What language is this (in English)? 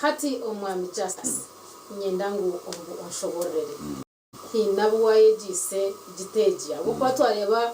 Nyankole